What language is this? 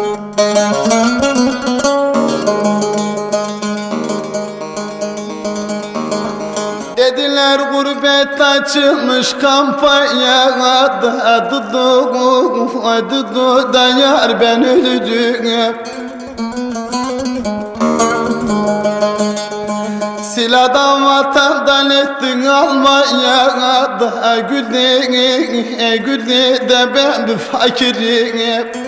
Turkish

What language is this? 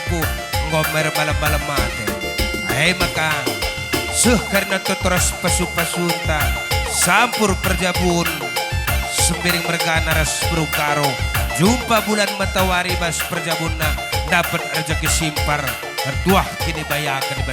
Batak Karo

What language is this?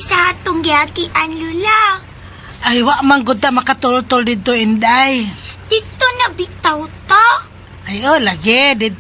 Cebuano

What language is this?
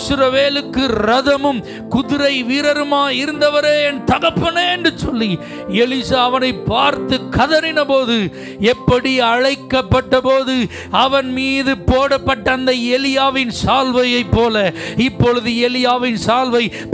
Tamil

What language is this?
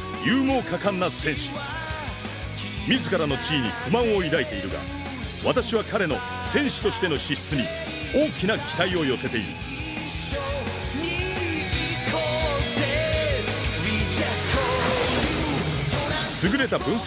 Japanese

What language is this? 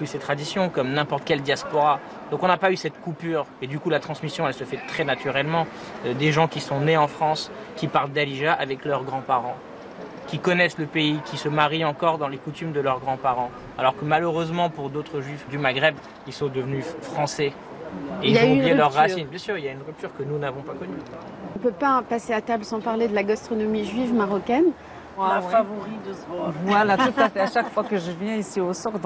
French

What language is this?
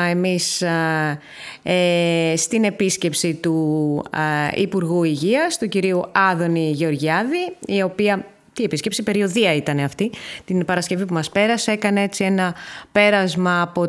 Greek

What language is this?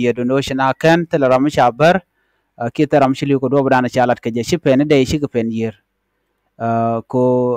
Nuer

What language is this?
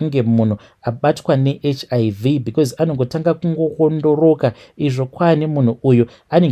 Shona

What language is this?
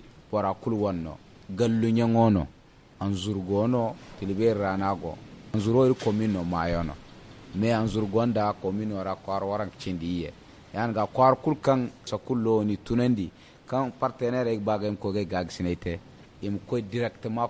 Zarma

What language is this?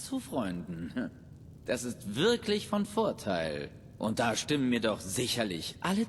Bavarian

